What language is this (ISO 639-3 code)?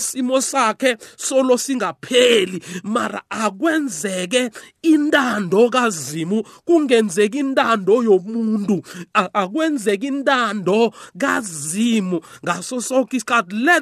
nbl